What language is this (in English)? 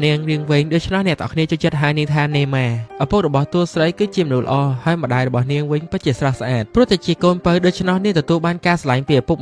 Khmer